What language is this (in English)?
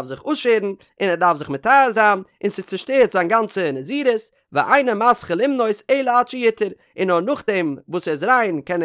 Yiddish